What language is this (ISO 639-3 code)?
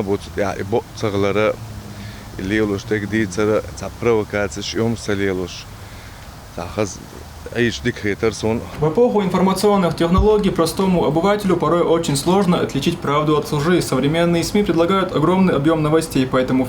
che